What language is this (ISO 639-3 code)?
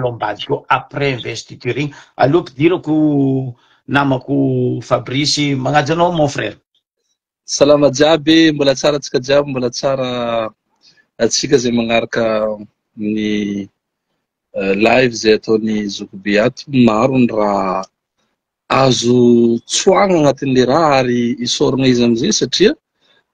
mlg